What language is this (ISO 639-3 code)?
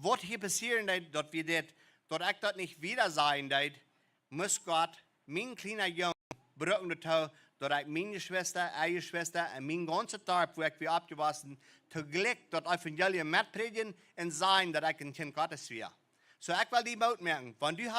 pdt